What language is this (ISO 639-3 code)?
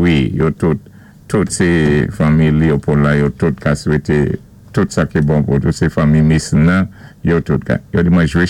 acf